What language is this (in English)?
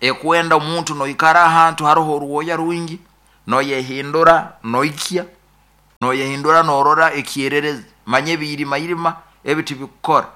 Nyoro